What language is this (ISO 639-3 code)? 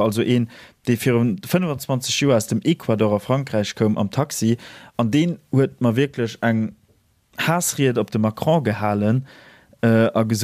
ltz